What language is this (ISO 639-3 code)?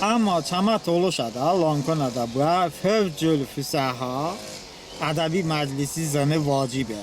tly